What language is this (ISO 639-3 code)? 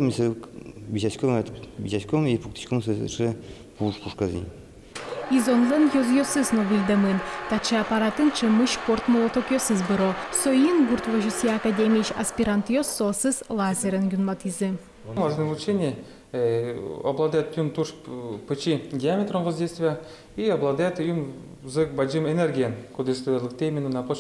udm